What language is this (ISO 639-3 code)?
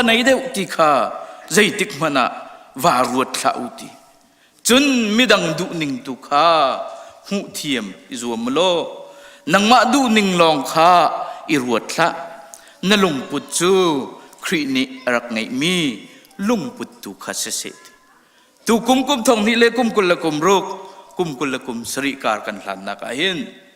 cnh